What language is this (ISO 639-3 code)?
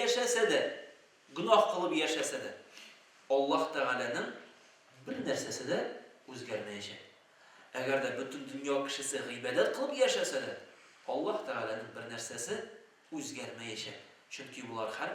tat